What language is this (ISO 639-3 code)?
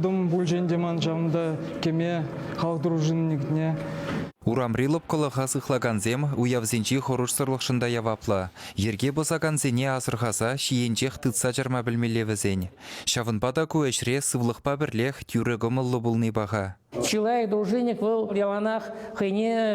chv